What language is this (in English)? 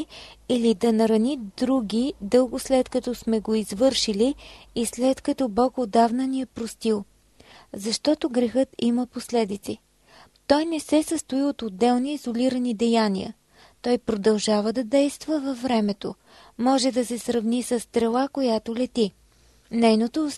Bulgarian